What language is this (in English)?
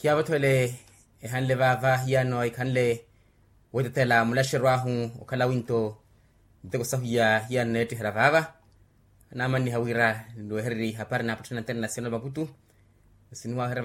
Makhuwa